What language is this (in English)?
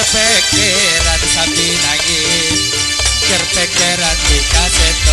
Madurese